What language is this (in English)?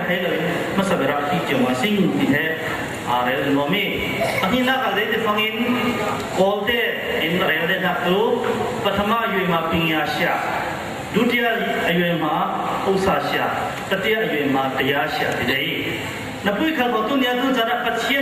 Falam Chin